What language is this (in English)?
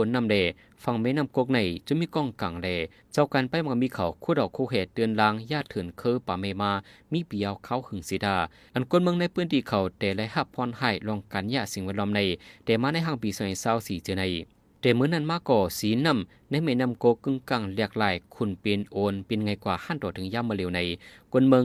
Shan